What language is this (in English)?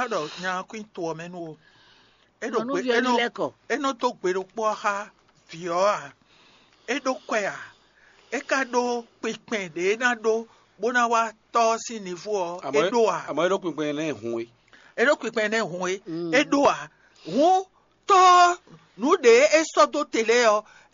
Fon